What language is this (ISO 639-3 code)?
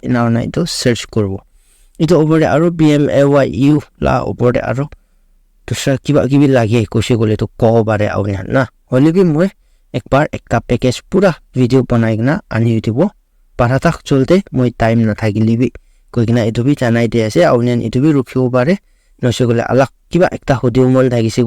nag